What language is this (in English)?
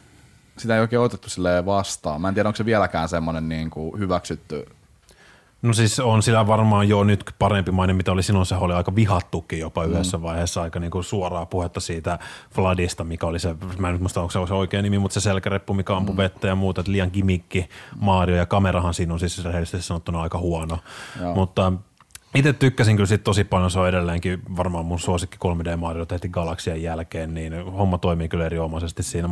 Finnish